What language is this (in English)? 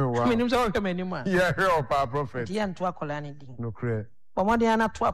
Akan